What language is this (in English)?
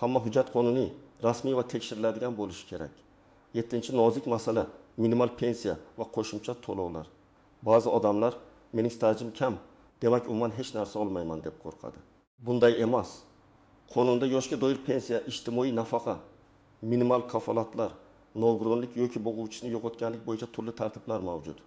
Uzbek